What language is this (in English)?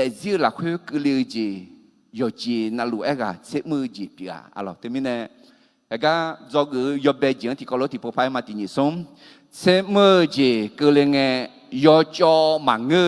Akha